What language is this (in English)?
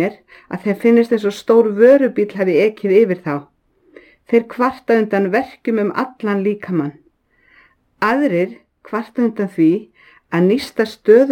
Icelandic